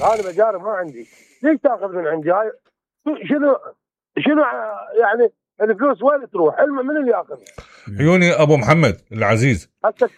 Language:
Mesopotamian Arabic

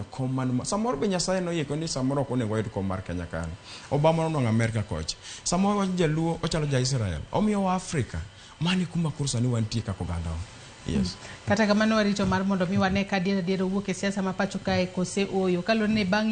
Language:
Luo (Kenya and Tanzania)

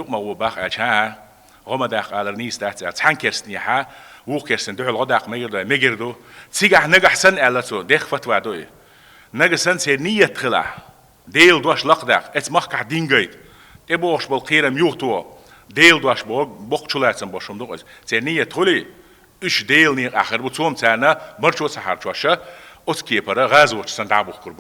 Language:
Chechen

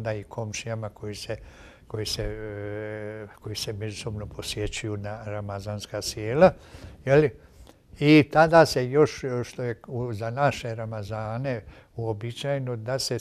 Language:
Bosnian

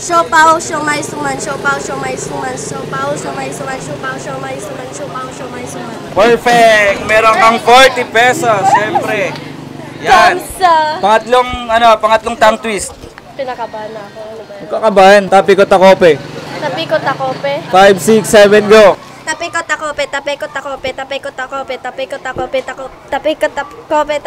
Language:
Filipino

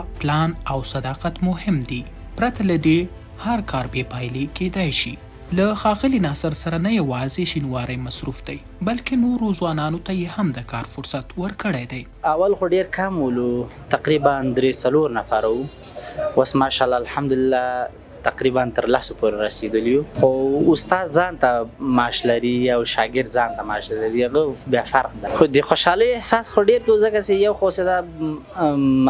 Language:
Pashto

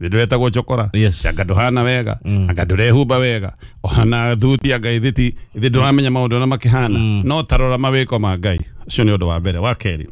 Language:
Kikuyu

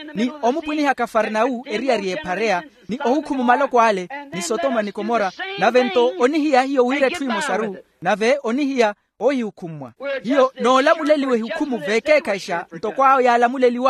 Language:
Makhuwa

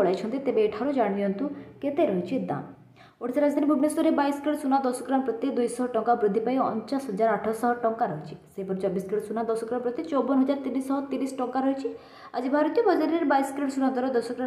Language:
Odia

